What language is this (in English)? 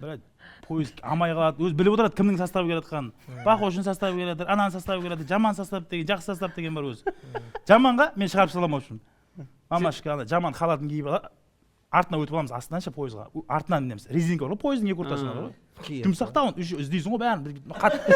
Kazakh